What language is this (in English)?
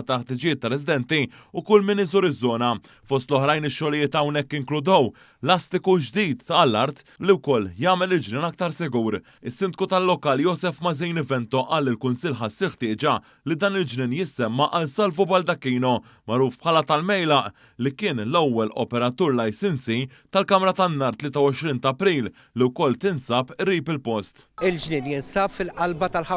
Maltese